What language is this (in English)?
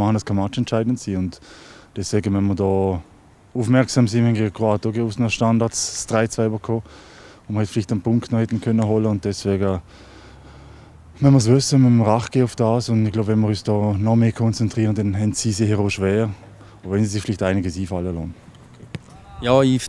German